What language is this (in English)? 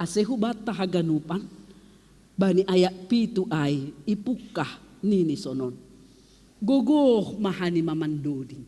Batak Simalungun